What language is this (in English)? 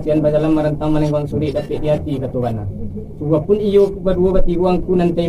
Minangkabau